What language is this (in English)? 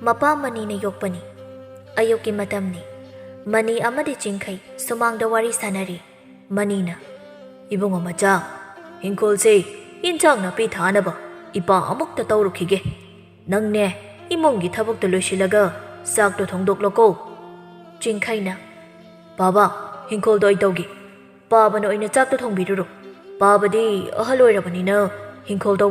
Manipuri